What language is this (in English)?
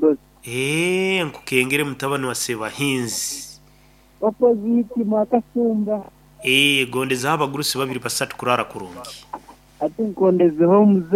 Nyoro